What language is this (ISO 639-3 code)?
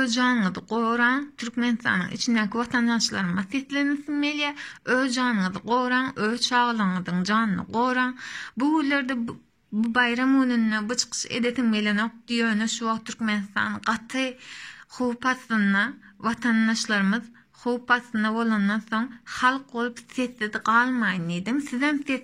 tuk